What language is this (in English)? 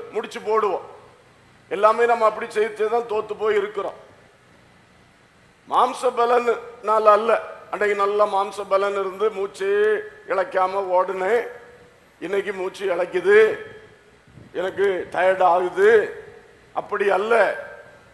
Tamil